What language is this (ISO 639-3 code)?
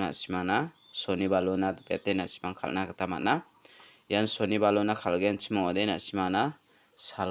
grt